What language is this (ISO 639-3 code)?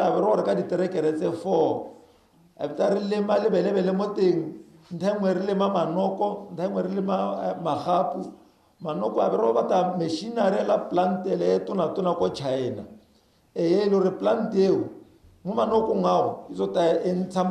tsn